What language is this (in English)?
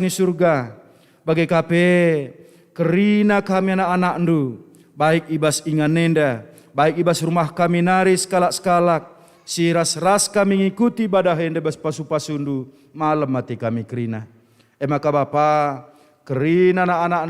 Batak Karo